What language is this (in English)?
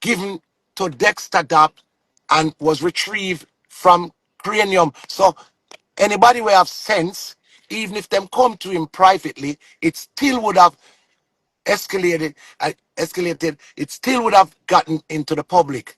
Jamaican Creole English